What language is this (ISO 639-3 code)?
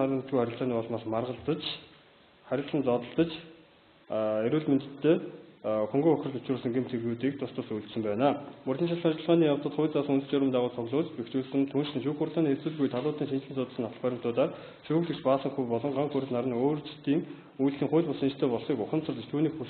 mon